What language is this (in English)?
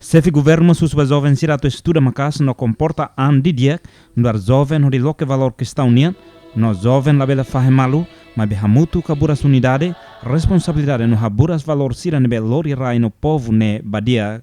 Tetum